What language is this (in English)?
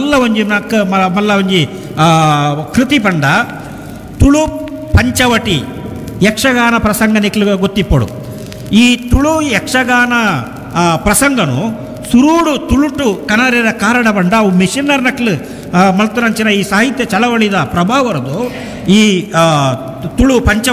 Tulu